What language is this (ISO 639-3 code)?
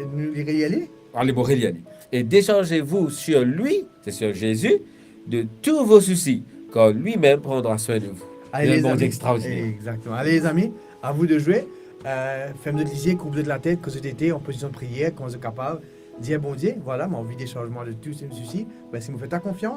mfe